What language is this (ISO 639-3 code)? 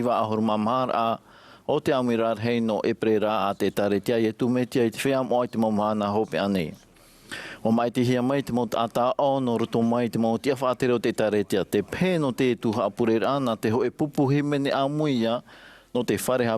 tah